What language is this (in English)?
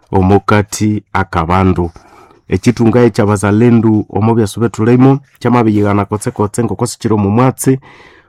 Nande